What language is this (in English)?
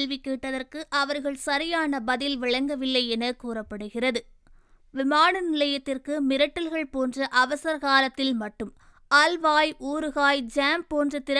Tamil